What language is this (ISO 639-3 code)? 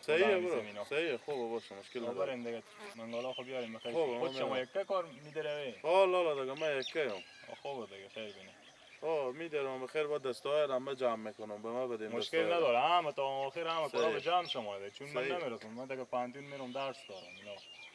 fas